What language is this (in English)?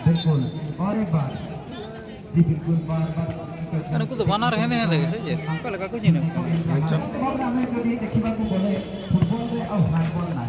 Santali